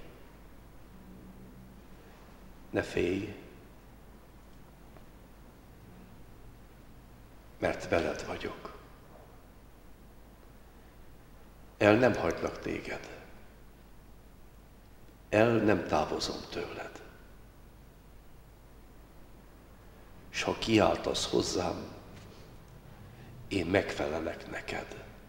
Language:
Hungarian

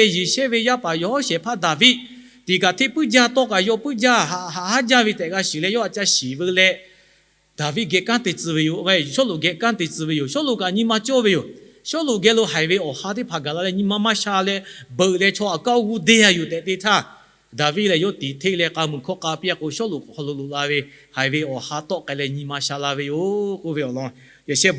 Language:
Lahu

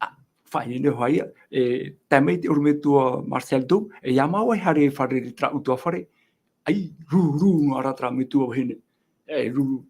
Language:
Tahitian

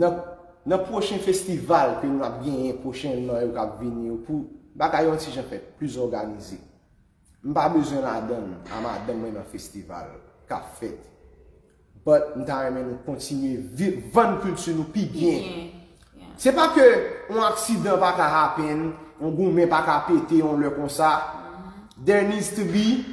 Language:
Haitian Creole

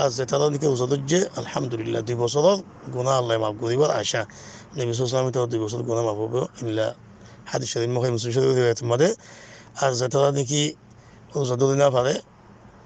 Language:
Rohingya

